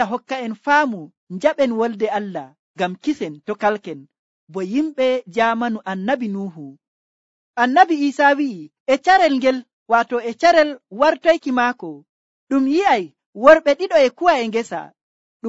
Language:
Nigerian Fulfulde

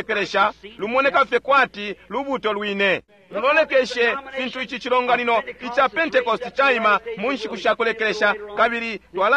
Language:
Bemba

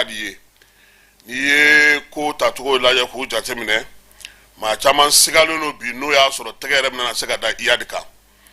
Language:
Bambara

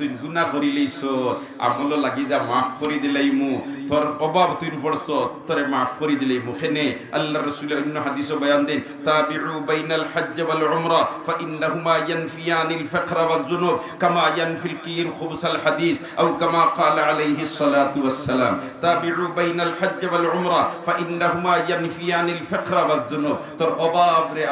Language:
Sylheti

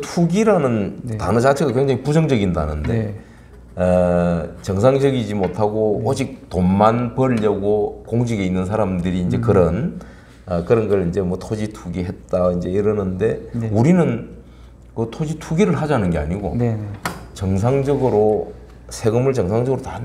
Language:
Korean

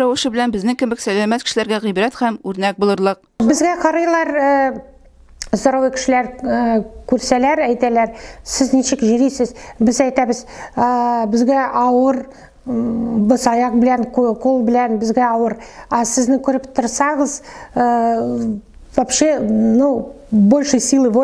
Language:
Tatar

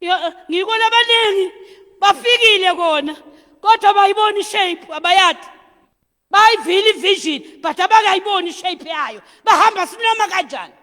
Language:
Zulu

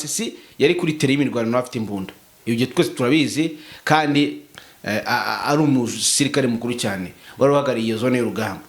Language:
Kinyarwanda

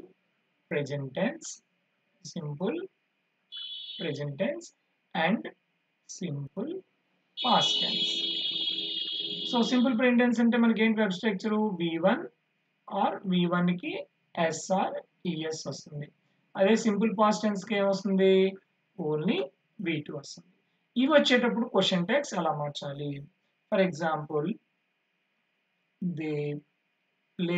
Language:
Telugu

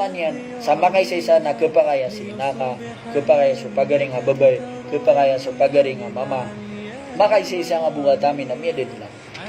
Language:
Maranao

